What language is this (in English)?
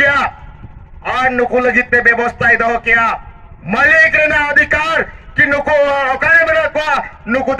Santali